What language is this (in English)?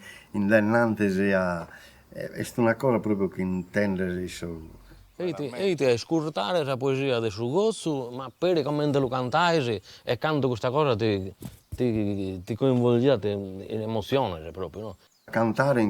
Sardinian